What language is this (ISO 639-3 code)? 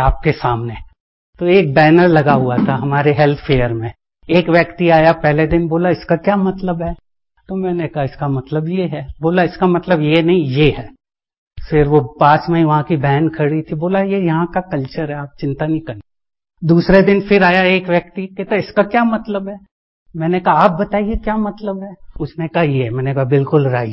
hin